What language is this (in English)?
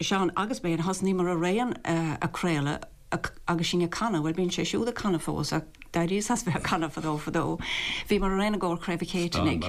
Irish